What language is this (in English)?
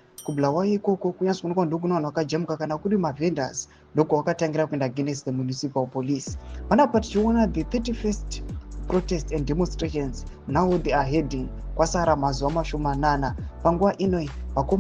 Shona